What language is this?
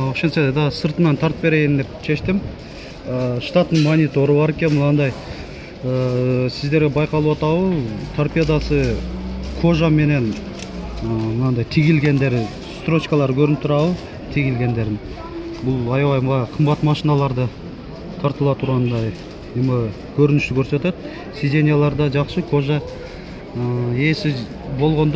Kyrgyz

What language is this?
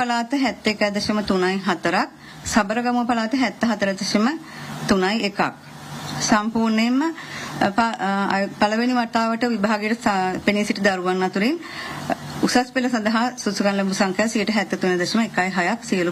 Sinhala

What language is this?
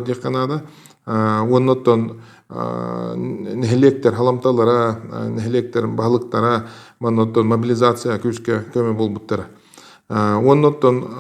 Yakut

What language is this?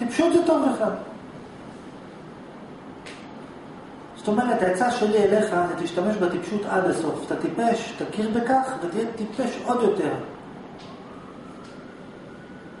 Hebrew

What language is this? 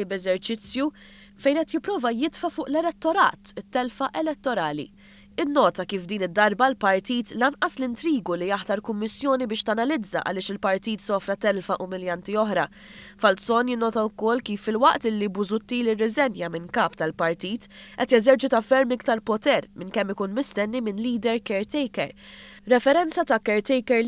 Maltese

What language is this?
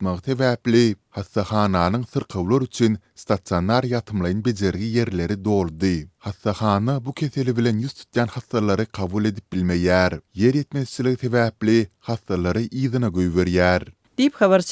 Turkmen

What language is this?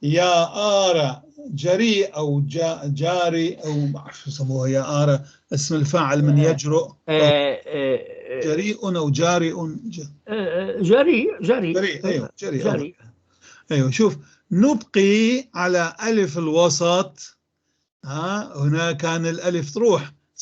North Levantine Arabic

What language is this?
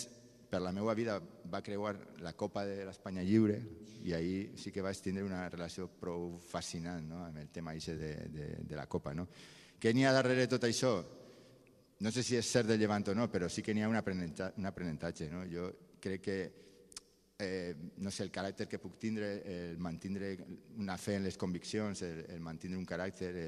Catalan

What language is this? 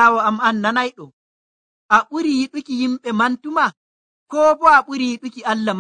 Nigerian Fulfulde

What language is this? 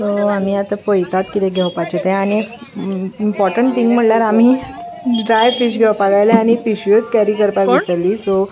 Konkani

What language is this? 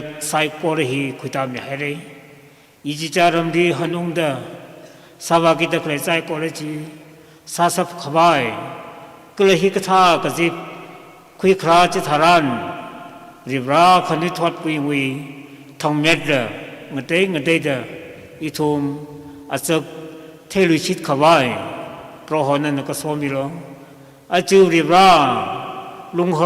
Tangkhul Naga (India)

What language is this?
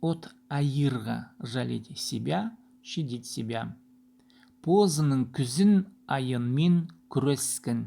Khakas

